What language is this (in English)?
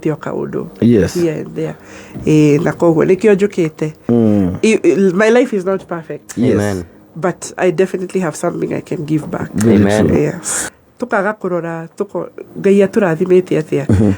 Kikuyu